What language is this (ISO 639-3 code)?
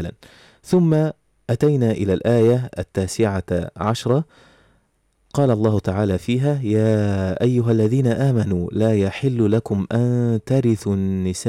ara